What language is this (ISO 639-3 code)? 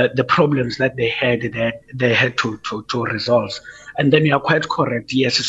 eng